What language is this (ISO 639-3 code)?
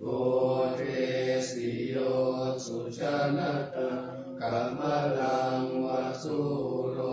pli